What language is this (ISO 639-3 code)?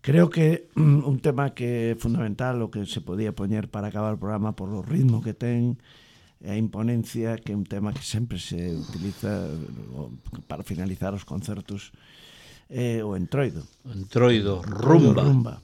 glg